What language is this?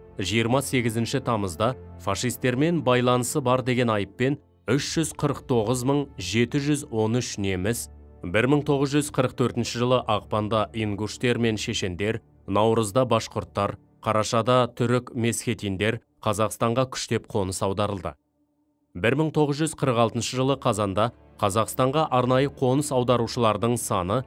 Kazakh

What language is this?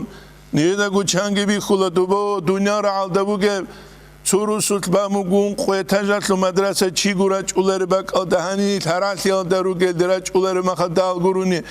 Avaric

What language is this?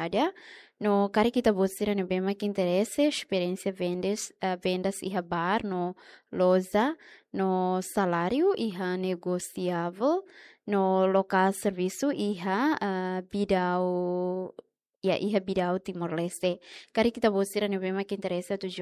Tetum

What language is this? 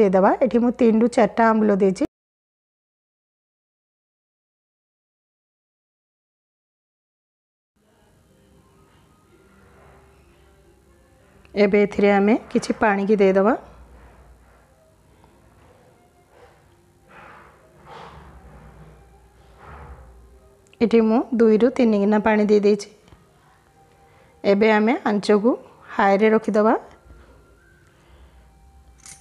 Odia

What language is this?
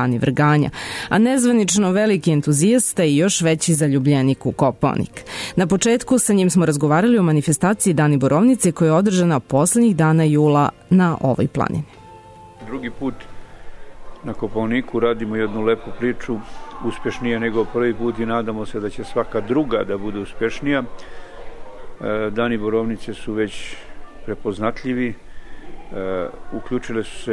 Serbian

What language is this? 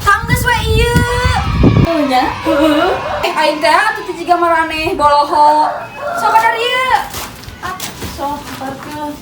Sundanese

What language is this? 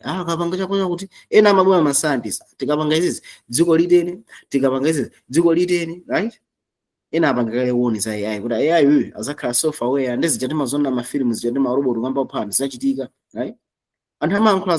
Nyanja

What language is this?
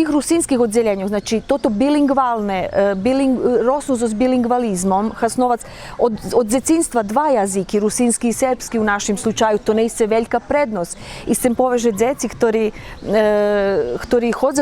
Rusyn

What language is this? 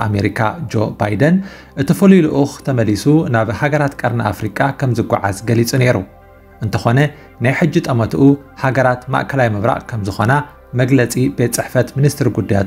Tigrinya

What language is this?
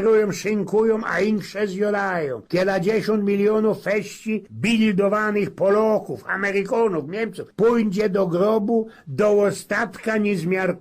Silesian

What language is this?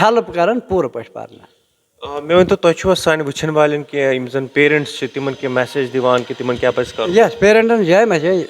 Kashmiri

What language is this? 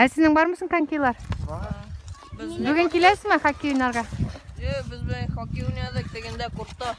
Tatar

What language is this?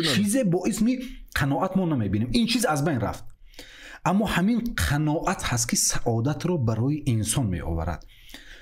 Tajik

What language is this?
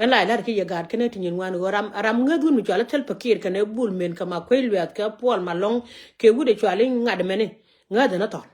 Nuer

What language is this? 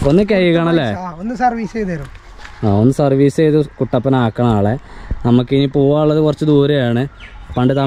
Malayalam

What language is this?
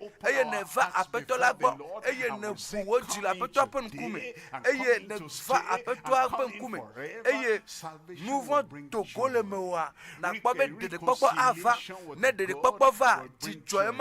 Ewe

